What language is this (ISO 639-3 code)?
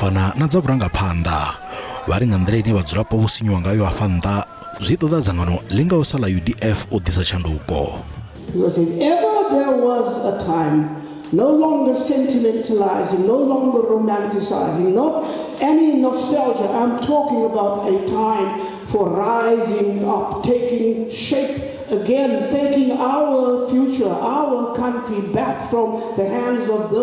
ven